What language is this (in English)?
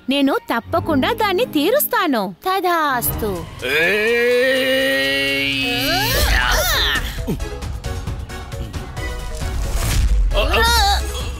Telugu